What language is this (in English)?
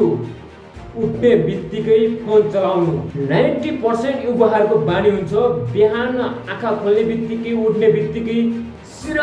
Nepali